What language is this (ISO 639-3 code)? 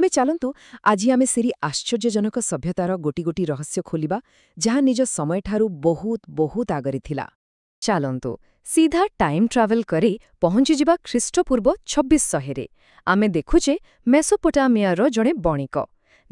ori